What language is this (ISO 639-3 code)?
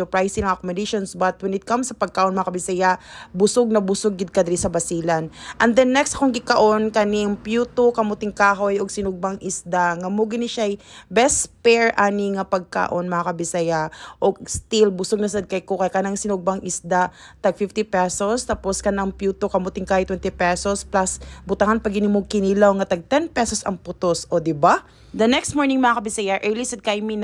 ceb